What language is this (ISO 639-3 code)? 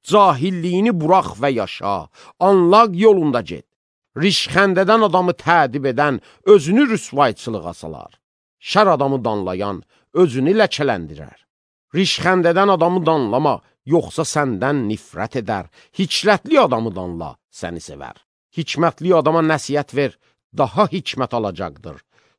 aze